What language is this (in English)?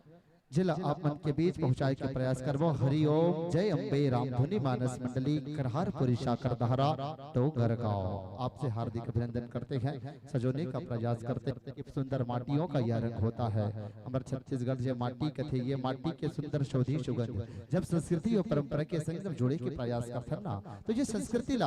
Chhattisgarhi